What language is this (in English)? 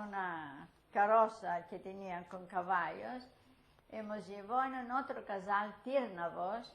Ladino